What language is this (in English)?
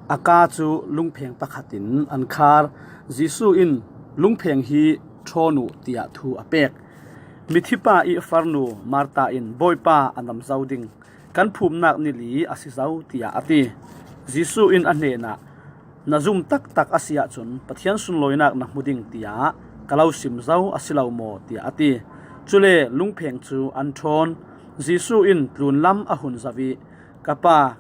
Falam Chin